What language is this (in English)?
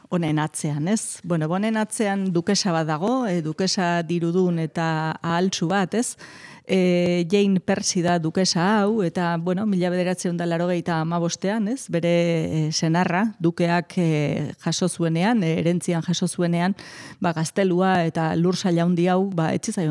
Basque